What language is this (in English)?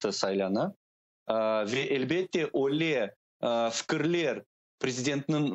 Crimean Tatar